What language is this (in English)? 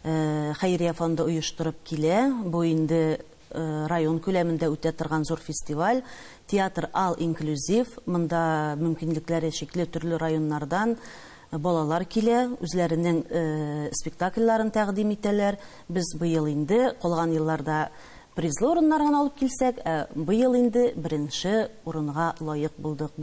Tatar